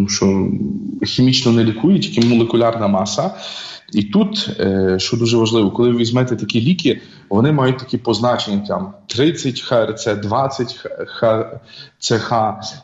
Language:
Ukrainian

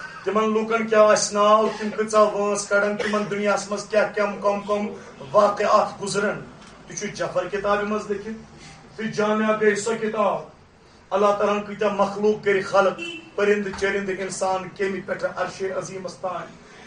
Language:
Kashmiri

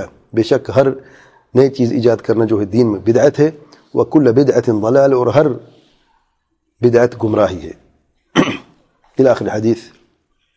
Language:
Urdu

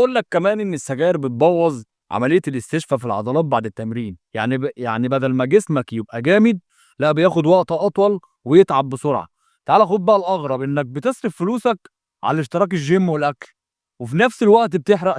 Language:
Egyptian Arabic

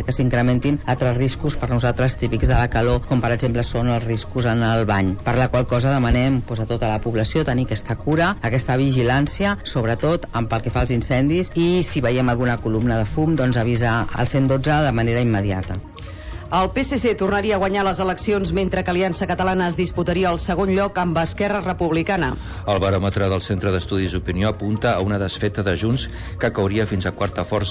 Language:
Catalan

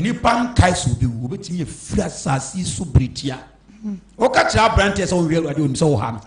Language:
Akan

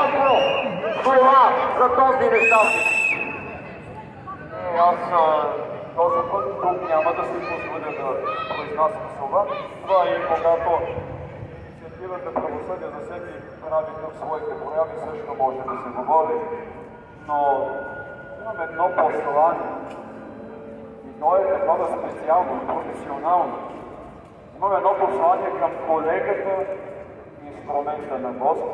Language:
Bulgarian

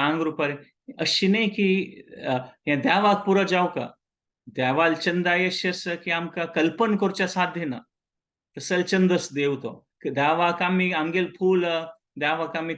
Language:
Konkani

